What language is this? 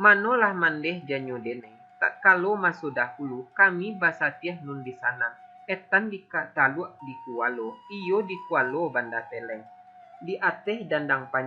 Minangkabau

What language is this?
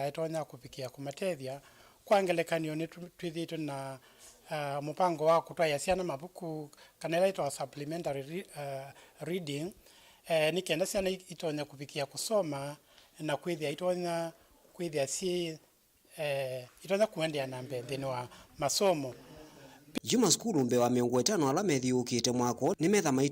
Kamba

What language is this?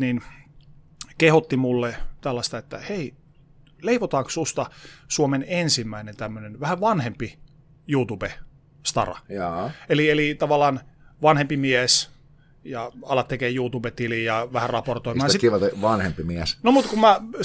Finnish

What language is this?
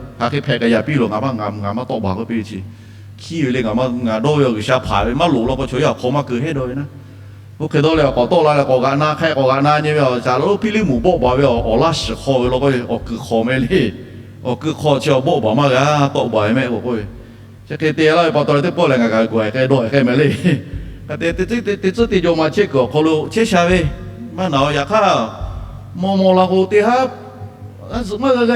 Lahu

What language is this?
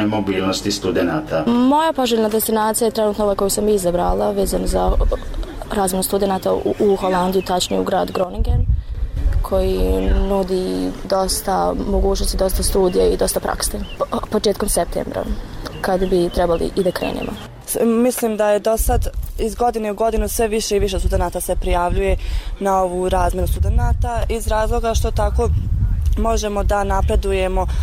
Bosnian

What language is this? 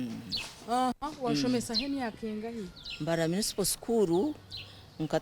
Nyankole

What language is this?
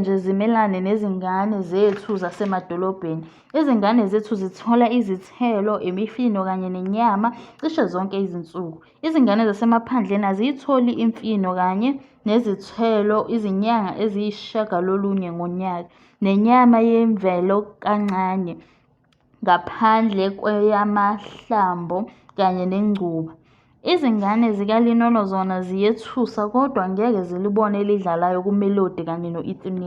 Zulu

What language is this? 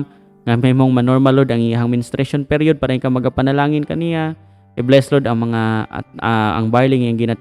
Cebuano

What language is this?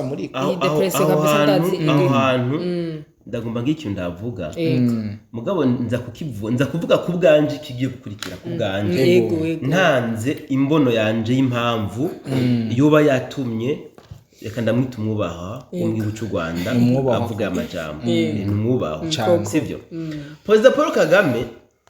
Rundi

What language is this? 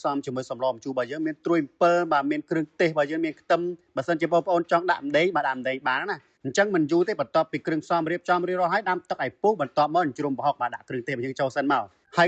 Khmer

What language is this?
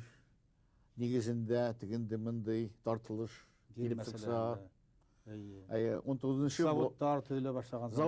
Bashkir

